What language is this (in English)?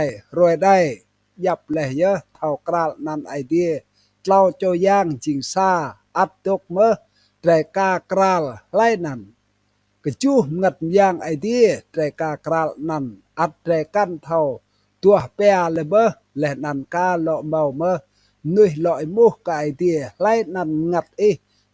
Rade